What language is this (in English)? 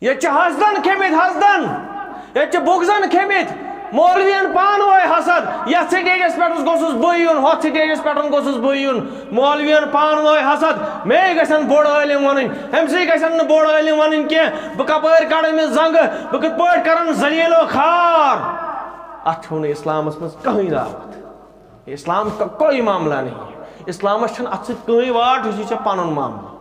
Kashmiri